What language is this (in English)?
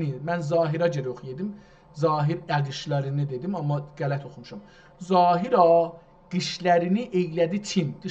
South Azerbaijani